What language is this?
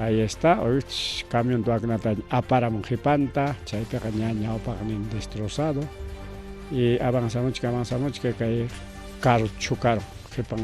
Ayacucho Quechua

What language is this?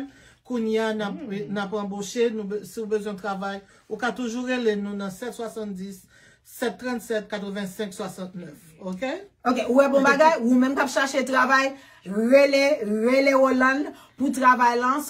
Haitian Creole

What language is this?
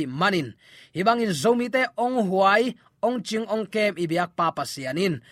Tedim Chin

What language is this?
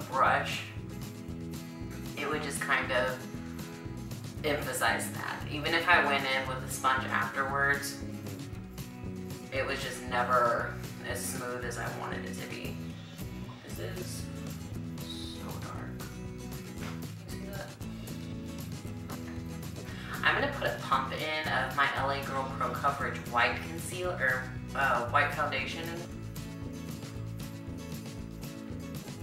English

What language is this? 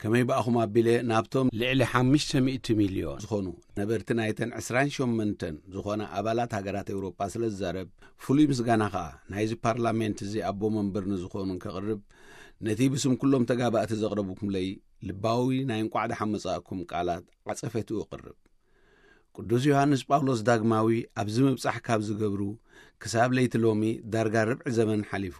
Tigrinya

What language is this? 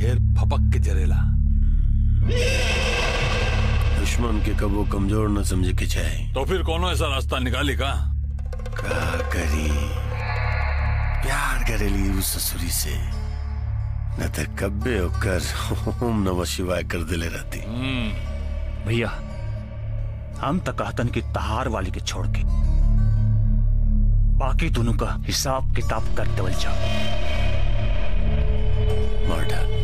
Bhojpuri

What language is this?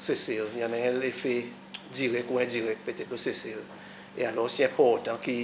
Seselwa Creole French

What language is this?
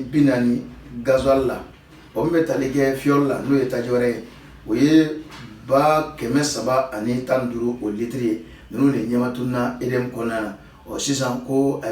Bambara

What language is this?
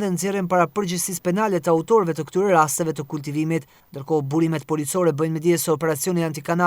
Albanian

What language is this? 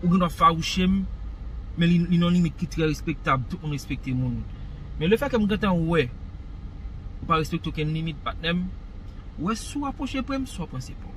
Haitian Creole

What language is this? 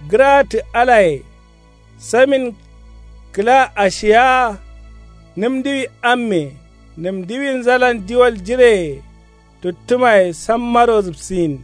Kanuri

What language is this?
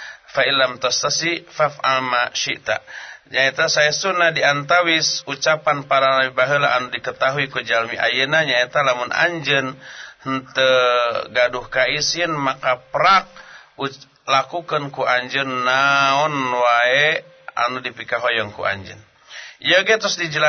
Sundanese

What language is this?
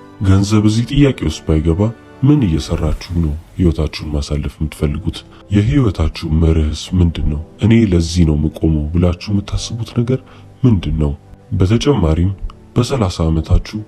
Amharic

